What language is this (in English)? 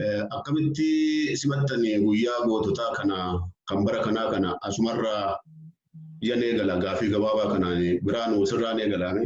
Oromo